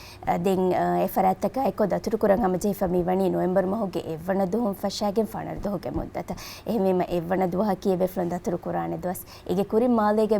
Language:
Divehi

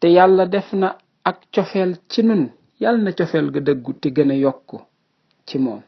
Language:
Wolof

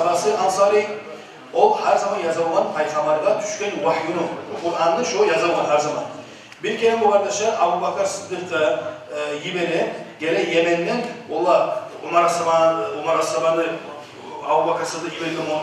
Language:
Kumyk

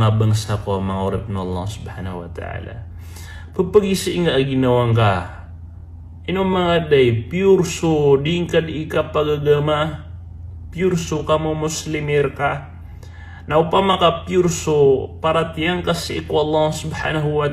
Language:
Maranao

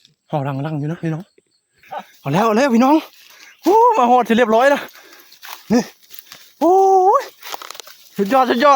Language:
Northeastern Thai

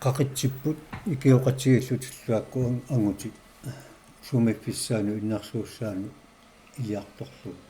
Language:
Kalaallisut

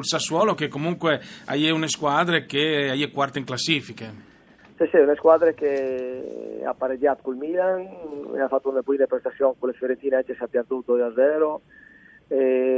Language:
Friulian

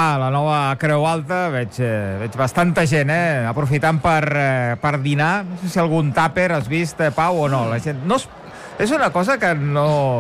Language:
Catalan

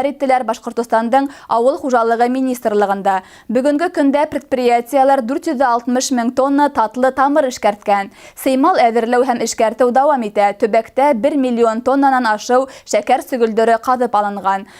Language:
Bashkir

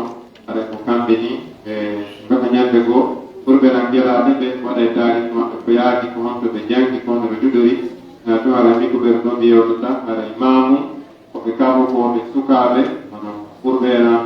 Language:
Pular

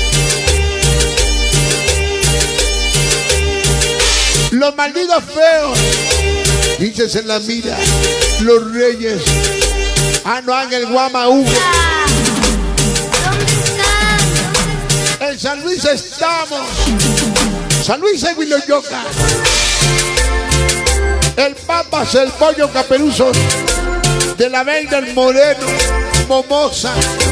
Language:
Spanish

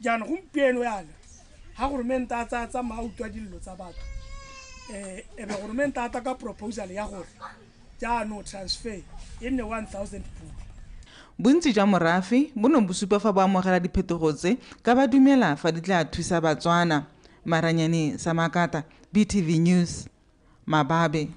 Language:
Tswana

